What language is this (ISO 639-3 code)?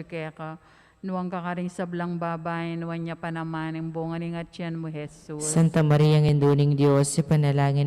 pam